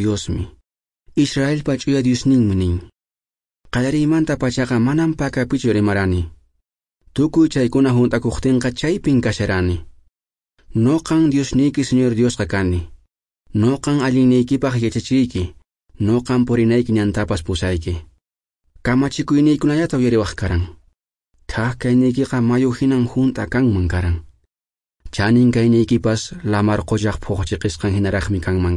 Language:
Quechua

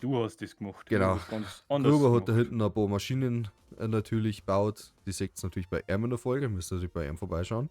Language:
Bavarian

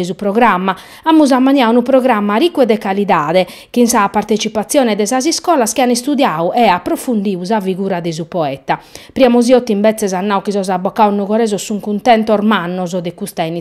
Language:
Sardinian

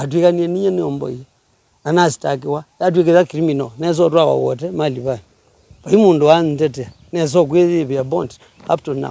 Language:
Kamba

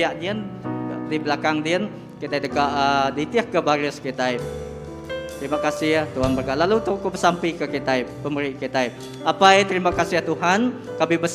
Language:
Iban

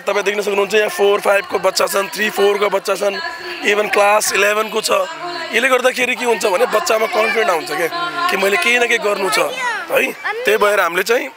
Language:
Nepali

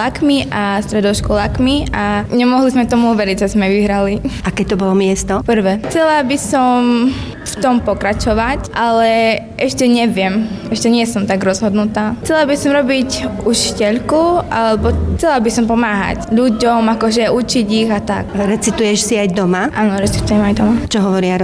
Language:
Slovak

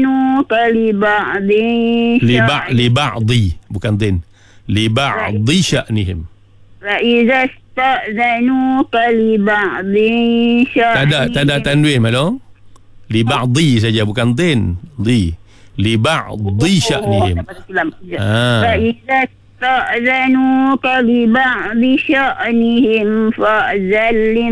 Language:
Malay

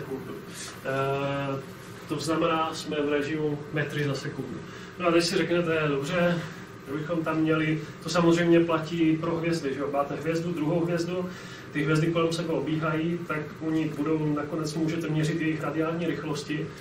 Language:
Czech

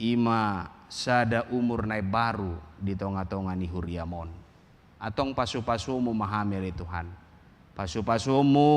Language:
Batak Toba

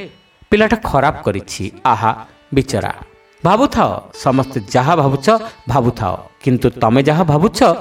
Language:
Odia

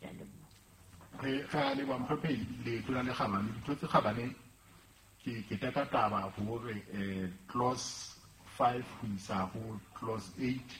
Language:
Southern Sotho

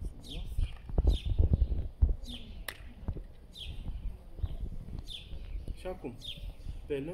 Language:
Romanian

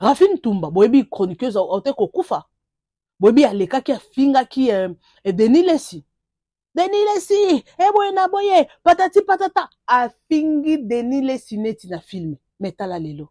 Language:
Lingala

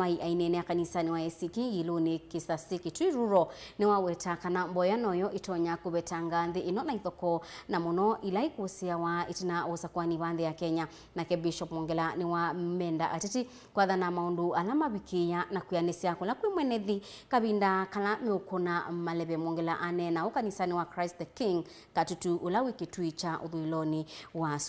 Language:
Kamba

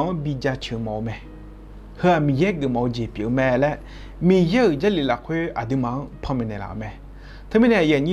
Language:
Akha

